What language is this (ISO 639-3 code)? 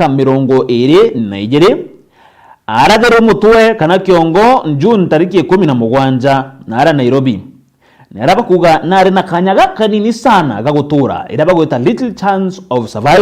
mer